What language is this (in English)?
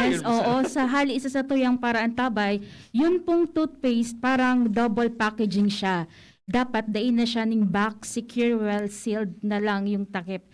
Bikol